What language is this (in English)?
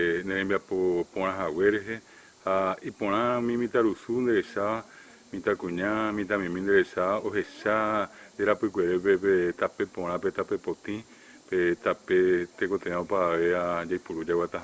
Guarani